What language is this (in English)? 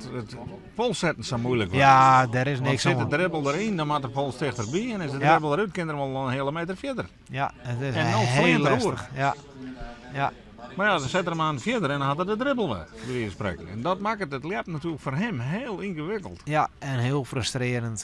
Western Frisian